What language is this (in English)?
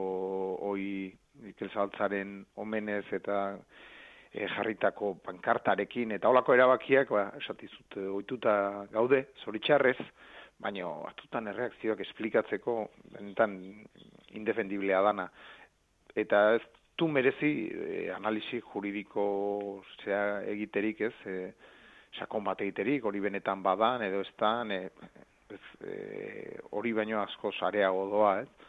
Basque